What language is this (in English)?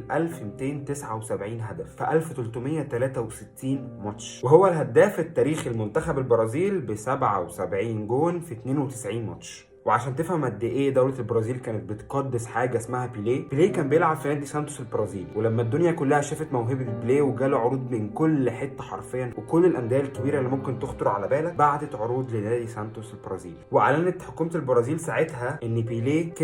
Egyptian Arabic